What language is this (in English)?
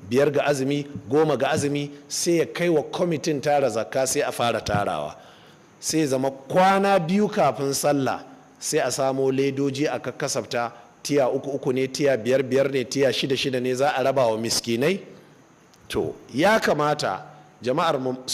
Hausa